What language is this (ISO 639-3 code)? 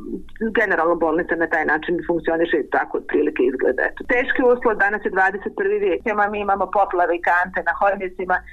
bos